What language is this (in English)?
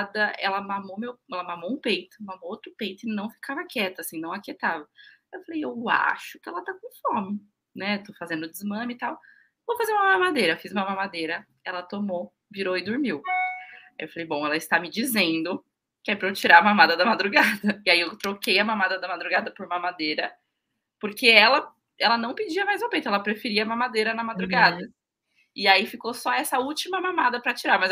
Portuguese